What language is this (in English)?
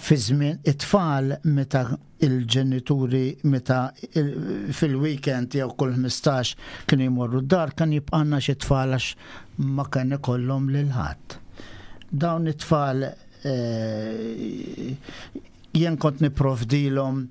Maltese